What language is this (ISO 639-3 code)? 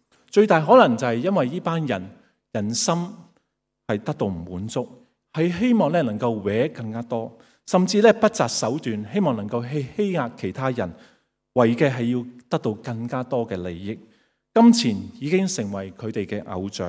yue